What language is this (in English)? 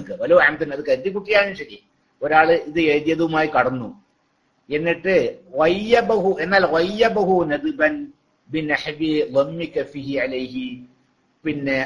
Malayalam